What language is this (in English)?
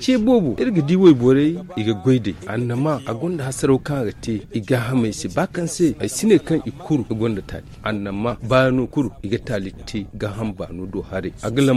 Zarma